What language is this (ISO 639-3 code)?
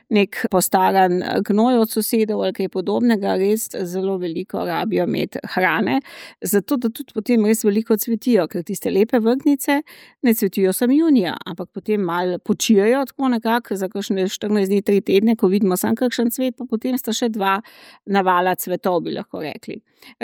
slv